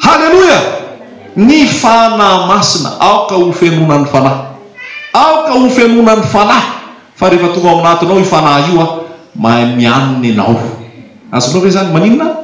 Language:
Malagasy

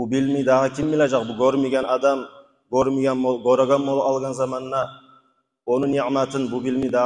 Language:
Kumyk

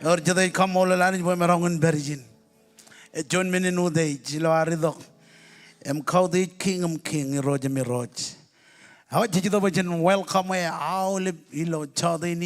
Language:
Marshallese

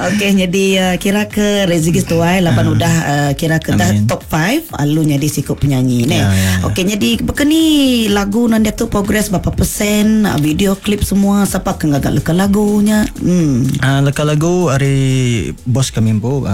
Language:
Iban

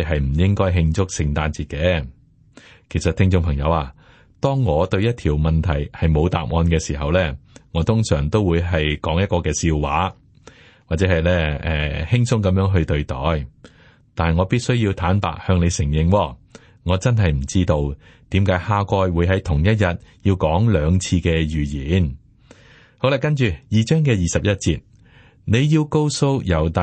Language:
Cantonese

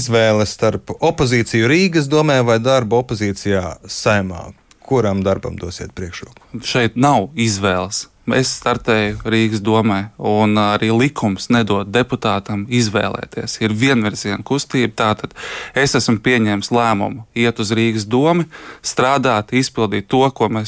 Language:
Latvian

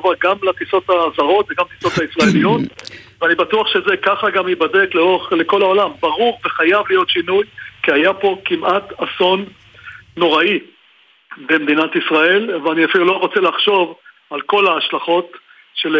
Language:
Hebrew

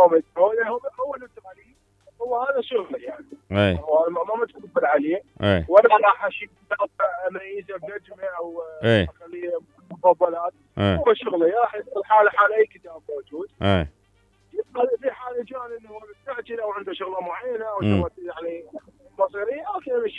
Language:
Mesopotamian Arabic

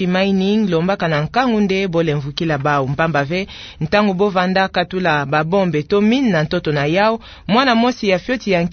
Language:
Kituba (Democratic Republic of Congo)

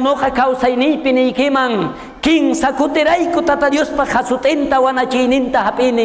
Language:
South Bolivian Quechua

